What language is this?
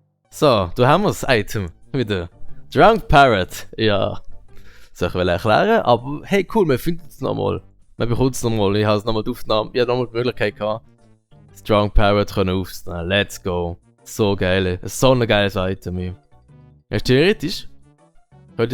Swiss German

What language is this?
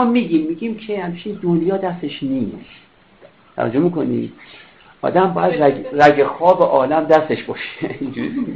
Persian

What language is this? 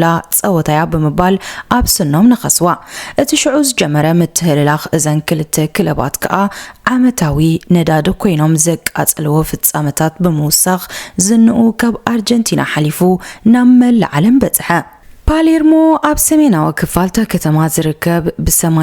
Tigrinya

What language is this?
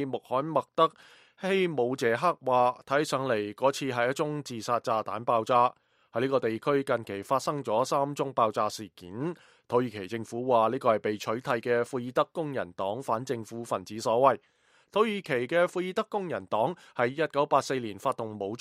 Cantonese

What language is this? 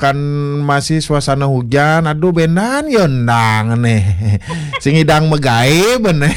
Balinese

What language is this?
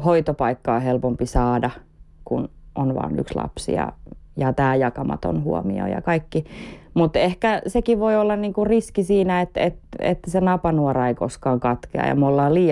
Finnish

